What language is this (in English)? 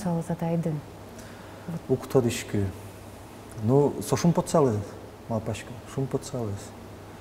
Udmurt